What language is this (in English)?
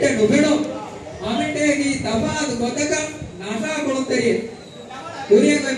Divehi